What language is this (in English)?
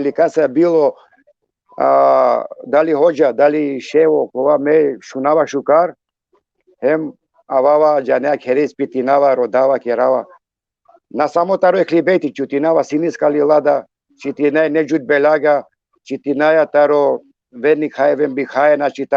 Balkan Romani